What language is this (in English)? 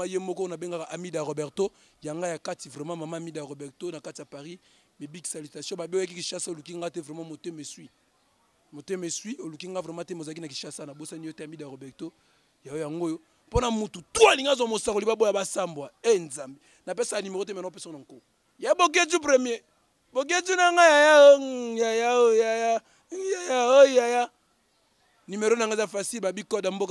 Lingala